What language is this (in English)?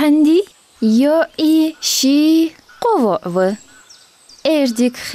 Ingush